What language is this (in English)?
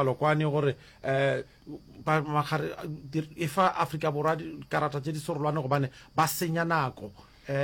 Northern Sotho